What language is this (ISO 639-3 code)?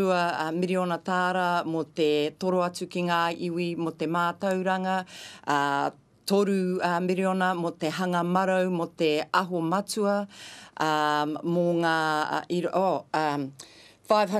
mri